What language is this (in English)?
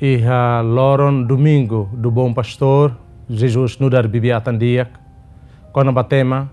Tetum